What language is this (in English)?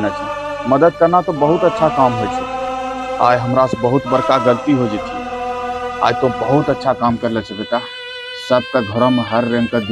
Angika